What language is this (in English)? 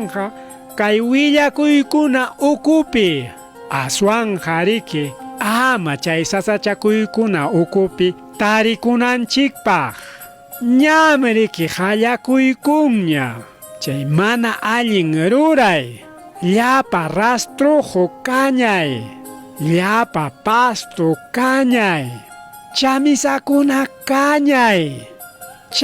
Ayacucho Quechua